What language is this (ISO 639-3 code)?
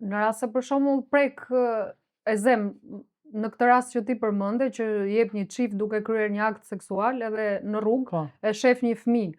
sqi